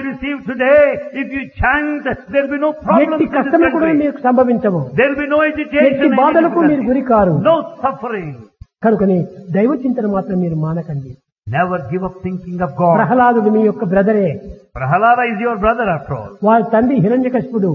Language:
Telugu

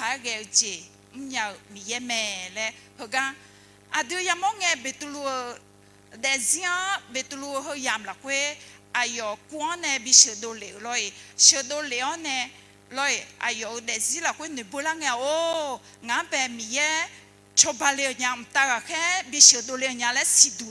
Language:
Akha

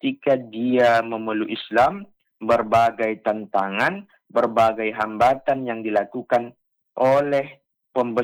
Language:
Indonesian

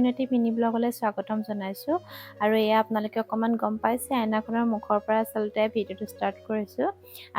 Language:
Assamese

